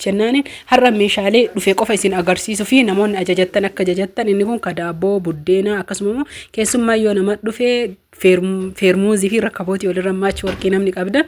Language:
Oromo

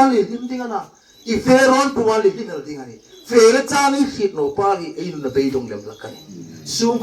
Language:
Hmar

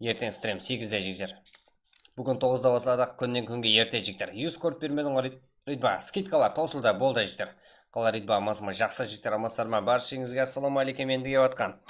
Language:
Kara-Kalpak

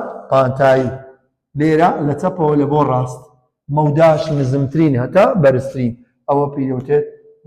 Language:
Central Kurdish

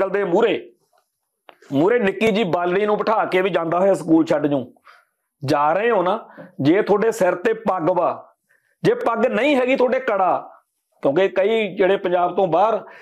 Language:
Punjabi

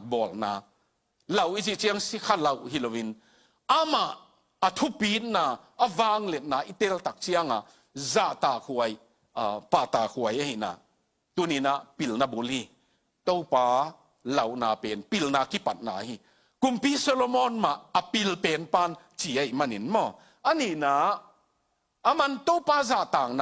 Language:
Tedim Chin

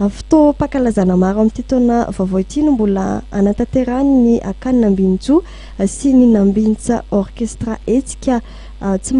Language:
Malagasy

